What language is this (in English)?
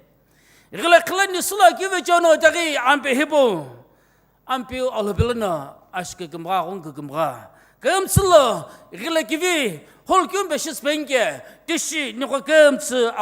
Sumi Naga